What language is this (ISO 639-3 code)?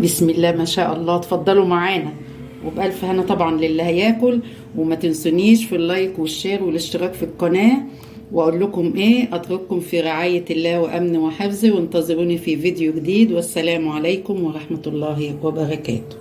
arz